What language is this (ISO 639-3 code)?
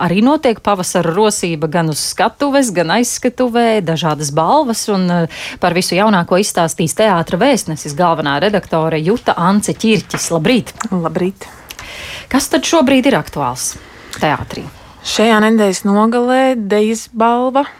lav